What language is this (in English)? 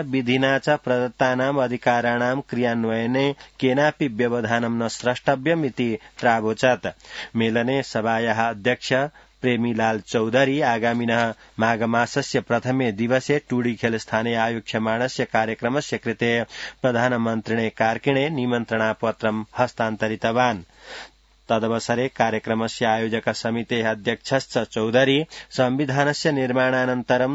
Sanskrit